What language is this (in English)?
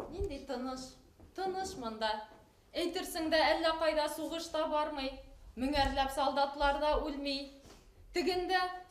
Bashkir